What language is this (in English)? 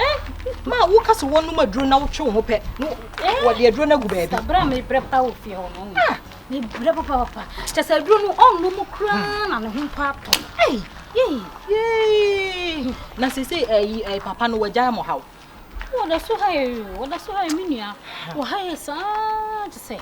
Akan